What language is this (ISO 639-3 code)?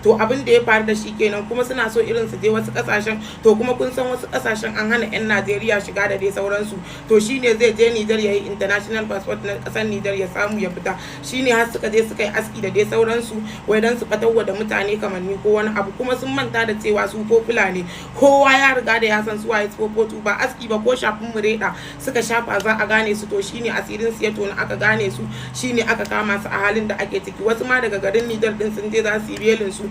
hau